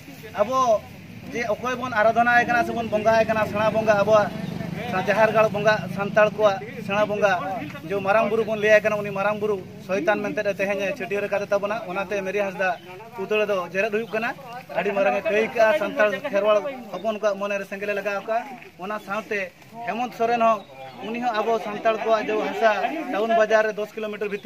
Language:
Santali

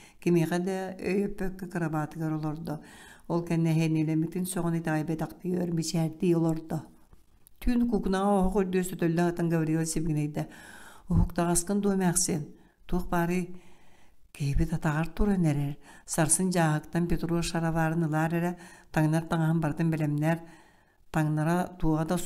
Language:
Yakut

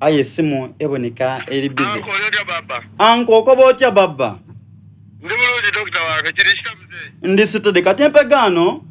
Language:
Soga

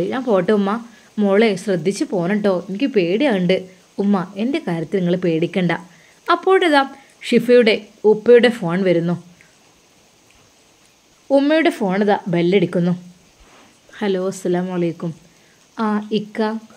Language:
Malayalam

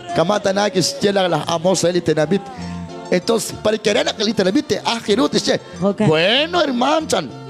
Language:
Kekchí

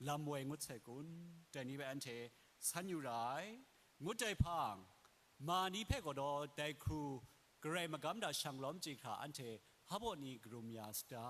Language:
Kachin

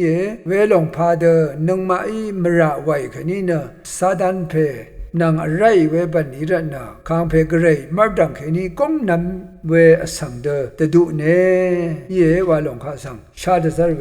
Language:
Rawang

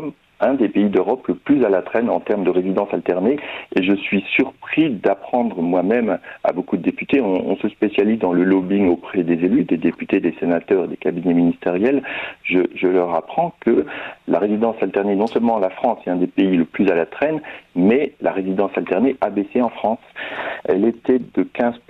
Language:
French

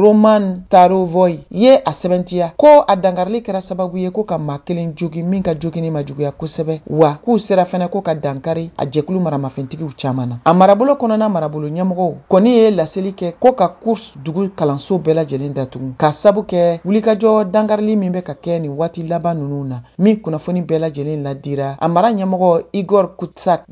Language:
Bambara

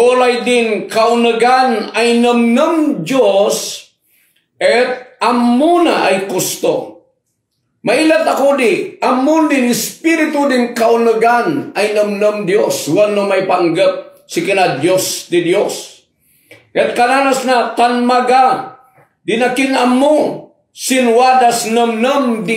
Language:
Kankanaey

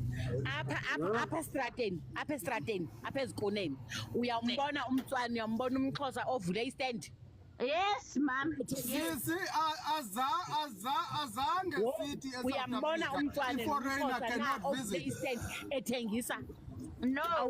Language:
Zulu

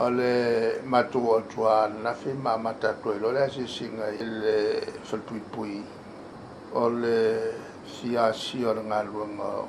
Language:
Samoan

